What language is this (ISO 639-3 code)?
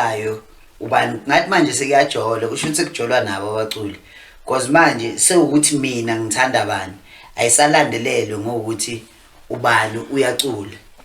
zul